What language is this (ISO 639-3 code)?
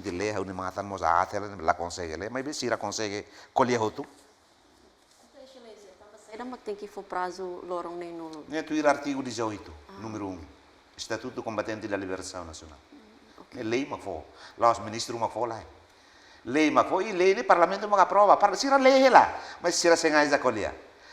tet